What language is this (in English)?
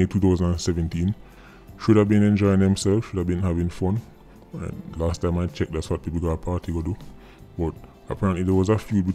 Jamaican Creole English